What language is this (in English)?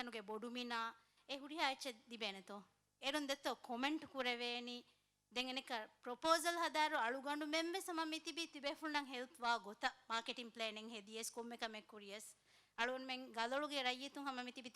Divehi